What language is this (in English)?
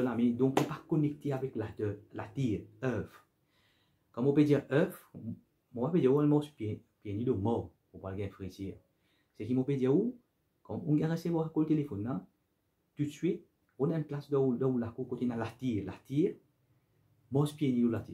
Morisyen